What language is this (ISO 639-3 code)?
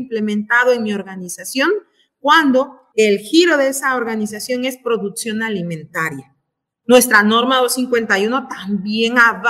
spa